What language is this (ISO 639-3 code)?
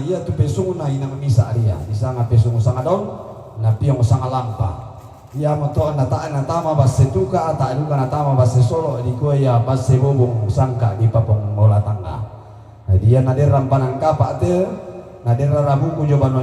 sda